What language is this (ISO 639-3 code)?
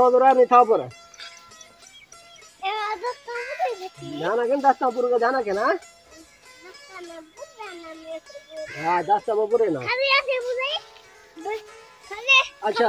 skr